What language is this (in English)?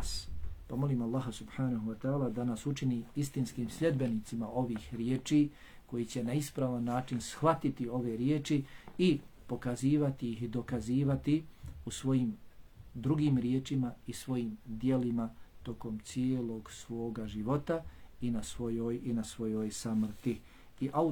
Bosnian